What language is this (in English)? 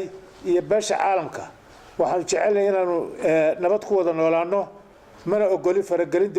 Somali